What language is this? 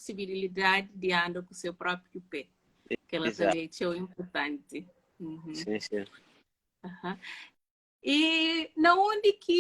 Kabuverdianu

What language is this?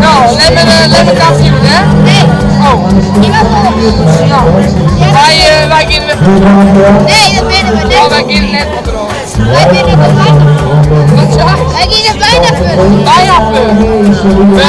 Western Frisian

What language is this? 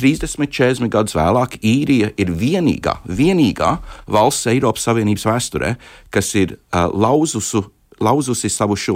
Latvian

